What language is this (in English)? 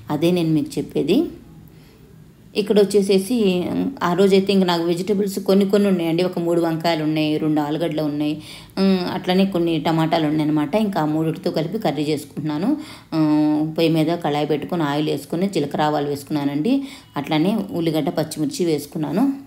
Telugu